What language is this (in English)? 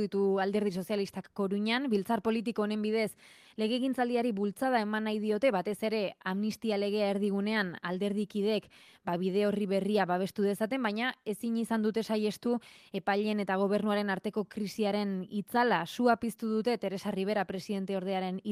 Basque